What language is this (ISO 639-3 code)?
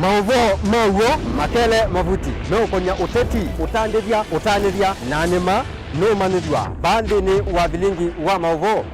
kam